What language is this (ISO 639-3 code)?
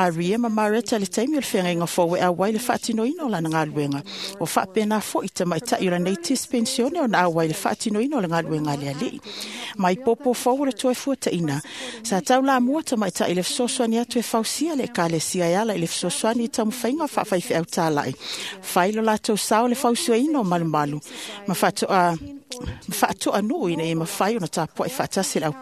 smo